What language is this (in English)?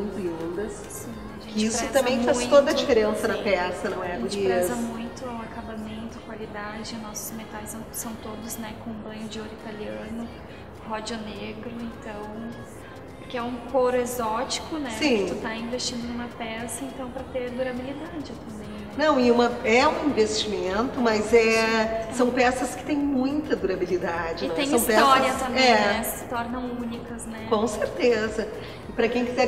Portuguese